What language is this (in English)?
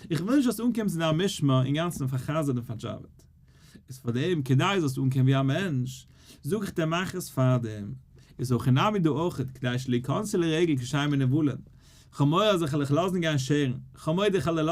Yiddish